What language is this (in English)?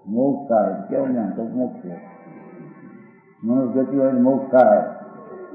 Gujarati